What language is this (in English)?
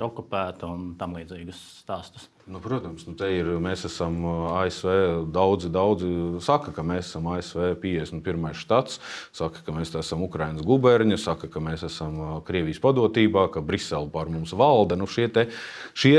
Latvian